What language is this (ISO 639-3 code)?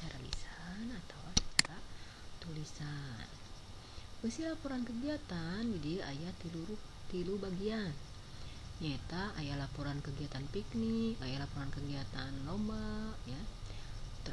sun